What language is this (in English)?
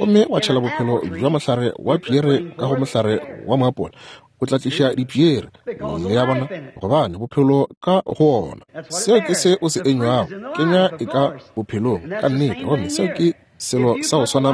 Northern Sotho